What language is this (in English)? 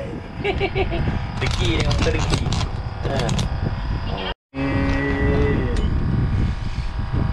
Malay